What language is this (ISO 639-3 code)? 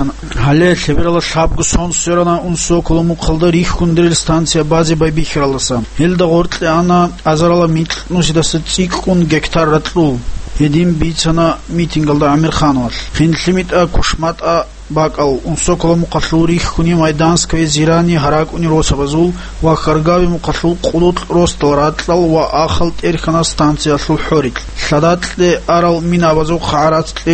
ava